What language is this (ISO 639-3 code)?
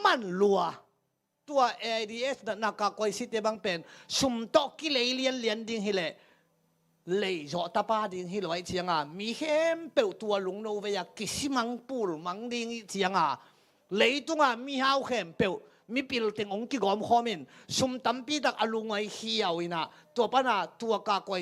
ctd